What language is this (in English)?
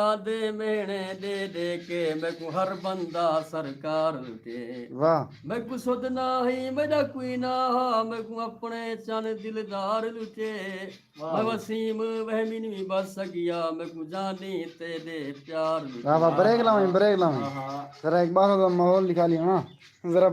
Saraiki